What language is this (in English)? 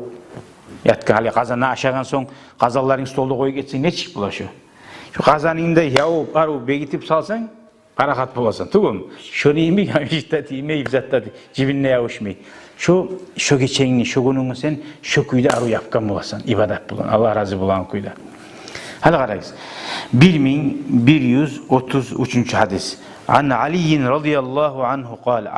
Kumyk